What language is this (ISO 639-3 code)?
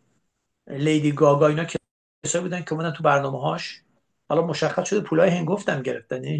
fas